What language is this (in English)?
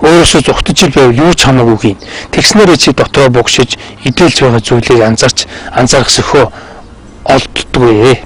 Mongolian